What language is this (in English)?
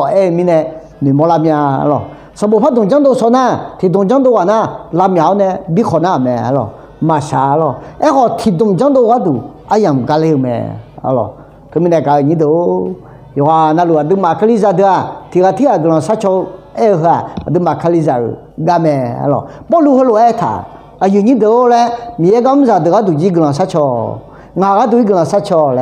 Akha